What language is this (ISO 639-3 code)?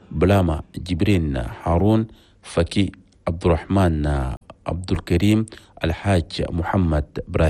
shu